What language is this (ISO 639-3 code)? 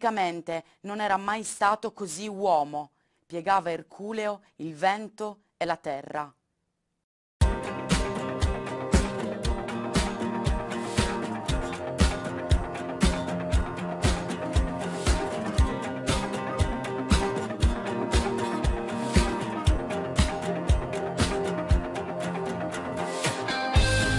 ita